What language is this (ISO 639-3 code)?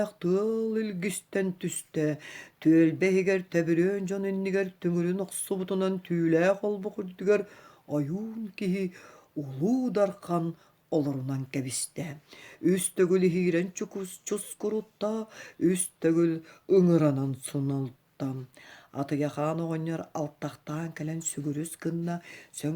sah